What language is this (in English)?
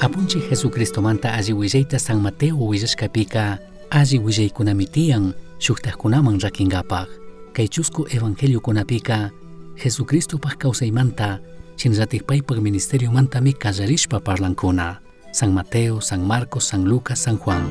Chimborazo Highland Quichua